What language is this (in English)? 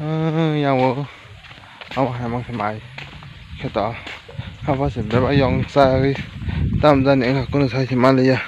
Kok Borok